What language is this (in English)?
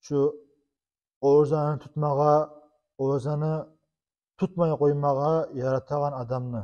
Kumyk